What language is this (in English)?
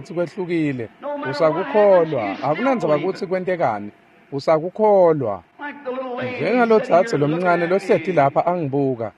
Swati